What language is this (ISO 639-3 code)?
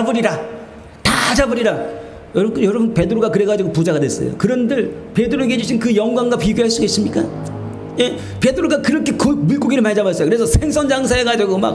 kor